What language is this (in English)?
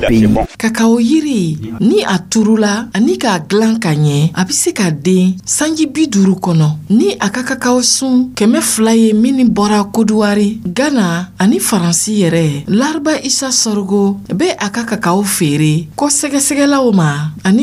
Dyula